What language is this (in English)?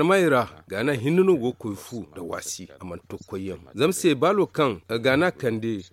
Zarma